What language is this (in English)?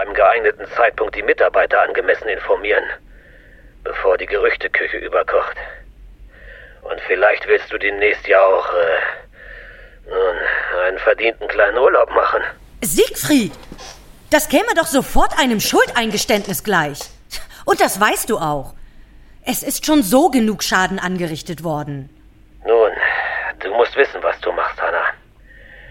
German